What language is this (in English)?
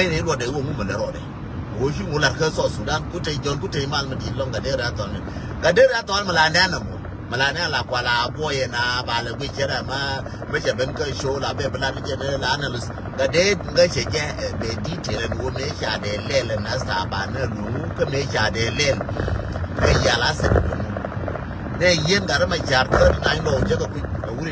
Nuer